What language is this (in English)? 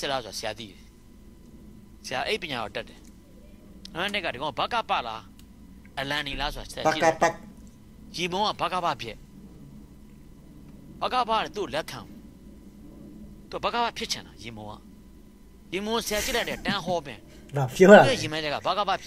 Burmese